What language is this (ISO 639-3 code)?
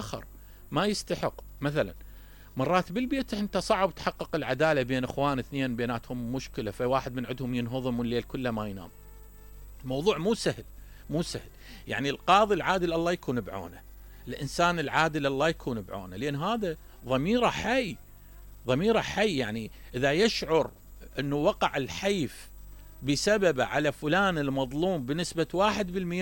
acm